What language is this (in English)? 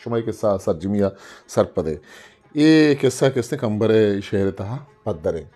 Eastern Balochi